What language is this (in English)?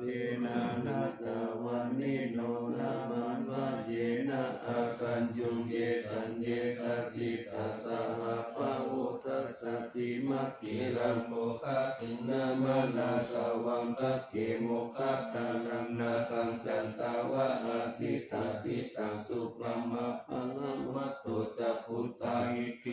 Pali